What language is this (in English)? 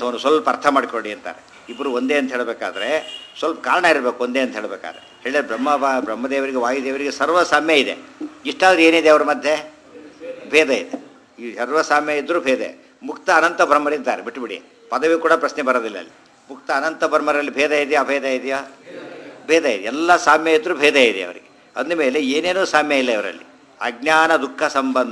Kannada